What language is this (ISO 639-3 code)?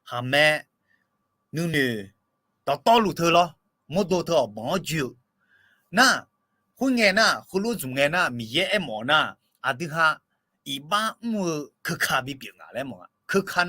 ahk